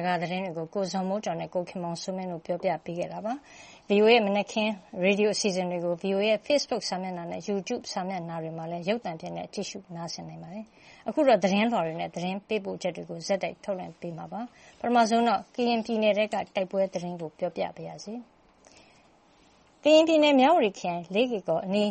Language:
Burmese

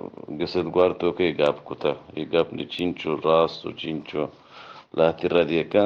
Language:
Eastern Balochi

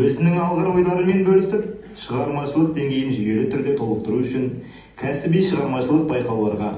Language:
Kazakh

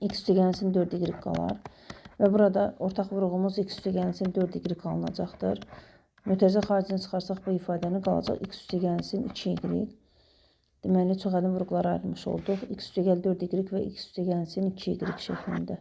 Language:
Azerbaijani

